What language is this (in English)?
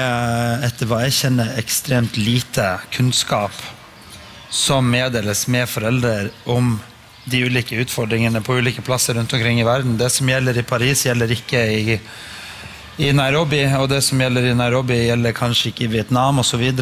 Norwegian